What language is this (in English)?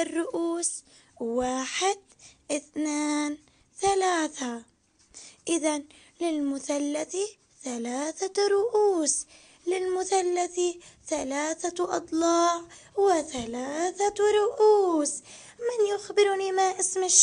Arabic